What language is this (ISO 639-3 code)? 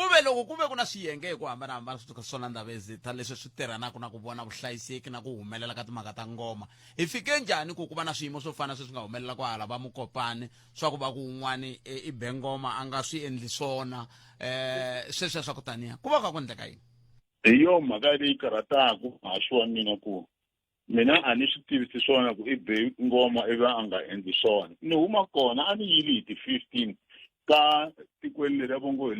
tso